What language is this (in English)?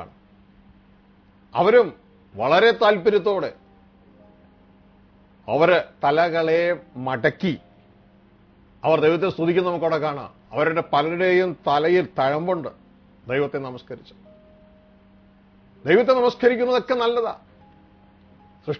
Malayalam